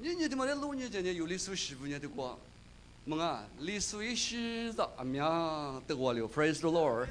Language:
Lisu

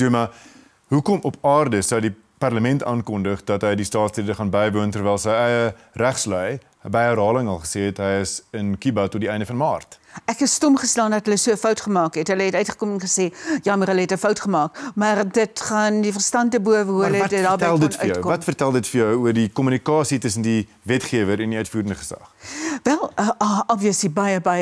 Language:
Afrikaans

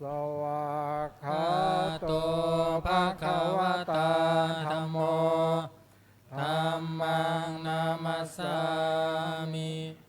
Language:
Pali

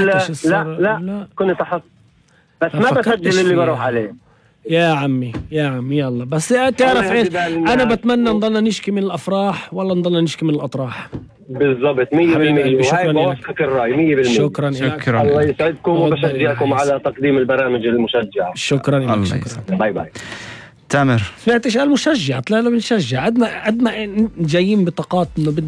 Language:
North Levantine Arabic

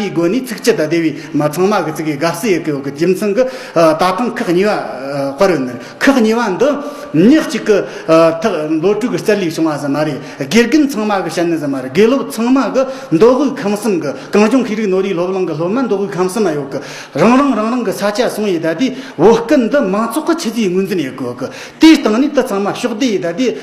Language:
Tibetan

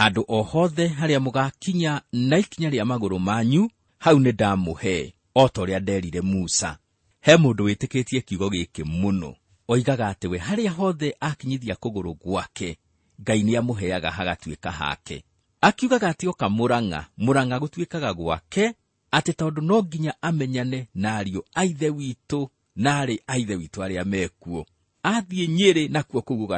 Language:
Kikuyu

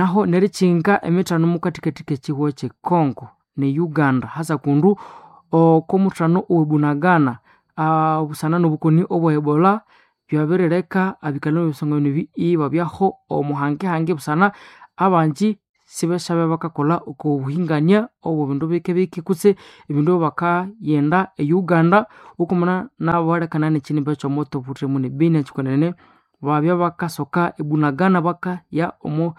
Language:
Nande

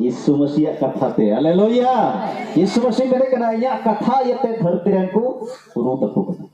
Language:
Santali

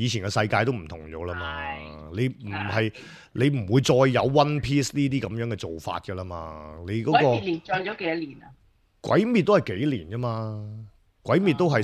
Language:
Cantonese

